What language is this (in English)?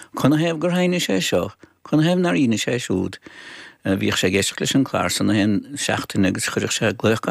Irish